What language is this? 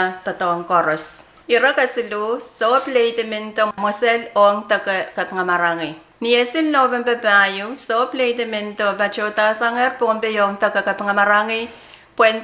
Pohnpeian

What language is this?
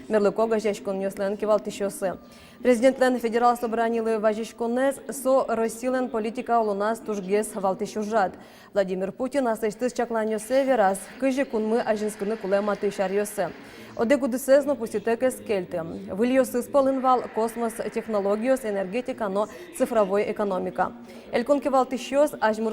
Udmurt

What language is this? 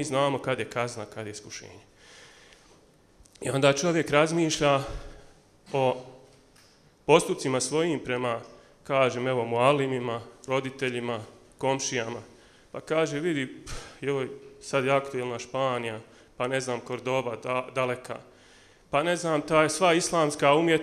Bosnian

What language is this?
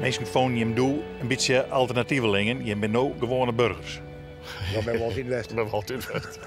Western Frisian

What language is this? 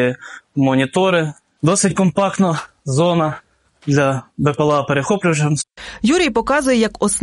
Ukrainian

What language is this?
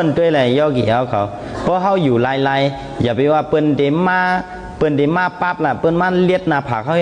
Shan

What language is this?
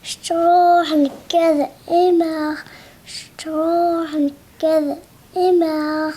Kabyle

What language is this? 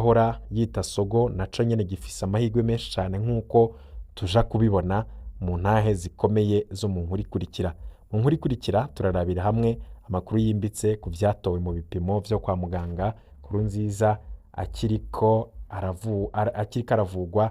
Rundi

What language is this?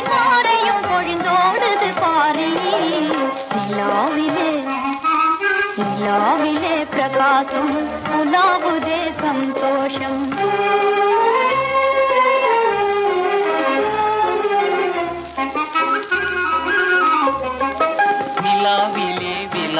Tamil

